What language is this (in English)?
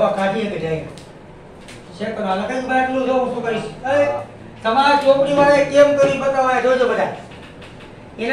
Gujarati